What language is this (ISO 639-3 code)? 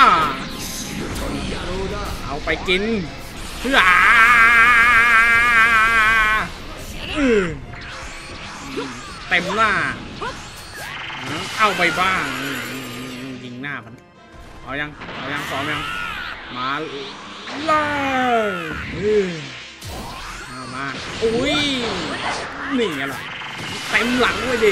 tha